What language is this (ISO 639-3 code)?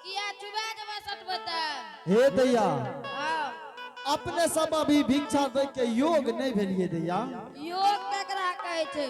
anp